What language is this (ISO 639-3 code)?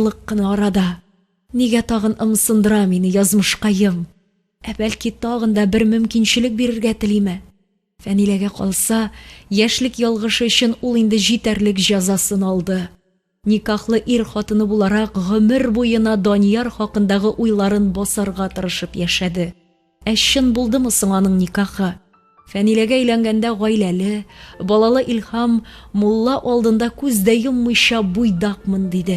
tat